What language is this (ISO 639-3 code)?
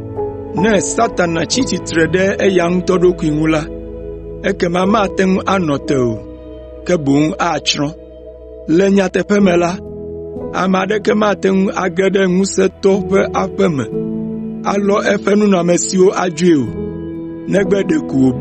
ewe